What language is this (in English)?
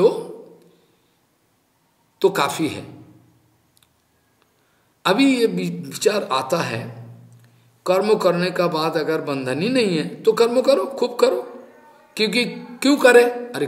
Hindi